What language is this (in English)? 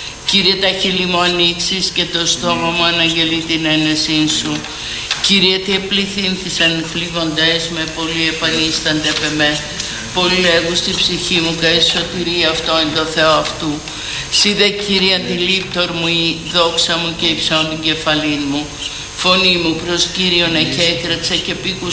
Greek